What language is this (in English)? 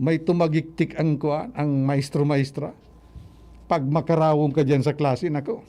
Bikol